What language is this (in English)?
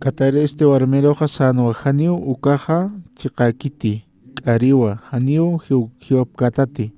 Aymara